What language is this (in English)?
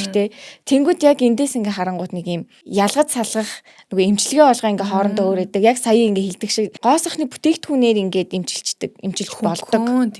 Mongolian